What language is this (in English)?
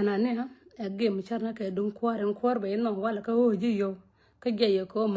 Nuer